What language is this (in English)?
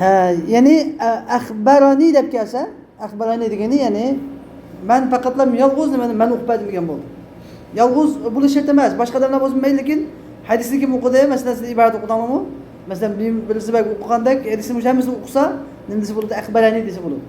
Uyghur